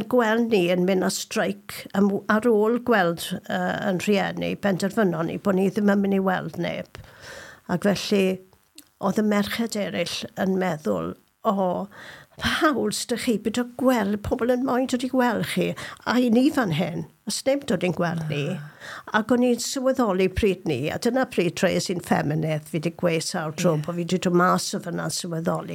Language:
Welsh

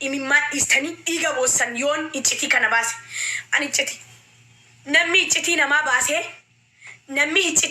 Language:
Oromo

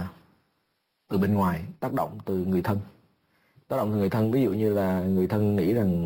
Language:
Vietnamese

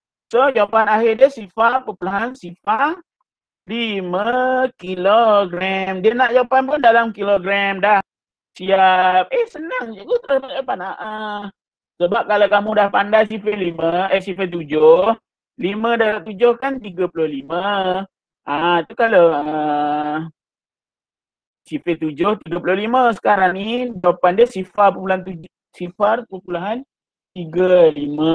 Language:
Malay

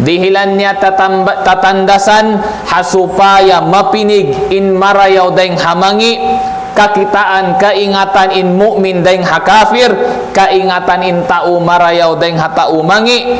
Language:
Tausug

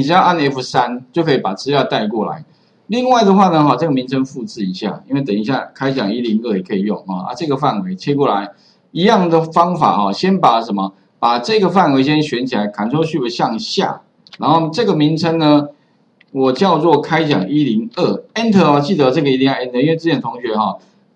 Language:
Chinese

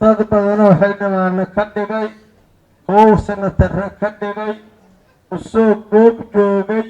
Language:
Somali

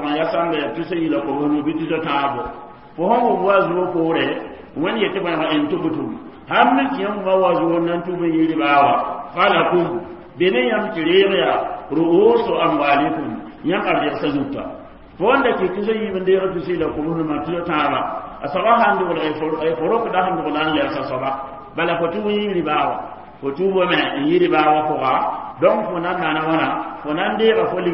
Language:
Mossi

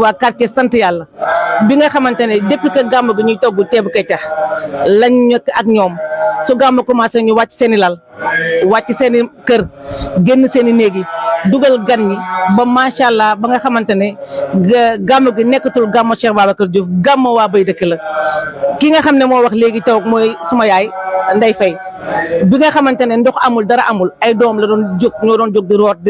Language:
Wolof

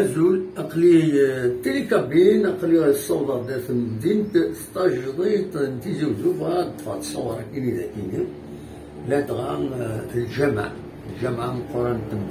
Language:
Kabyle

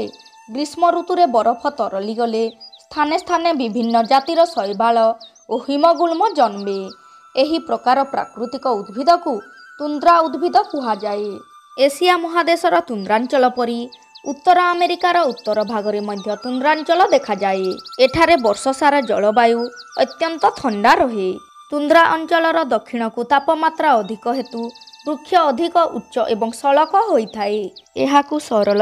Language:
Odia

